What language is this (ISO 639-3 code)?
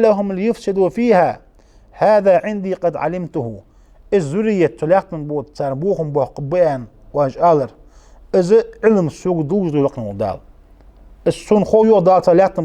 inh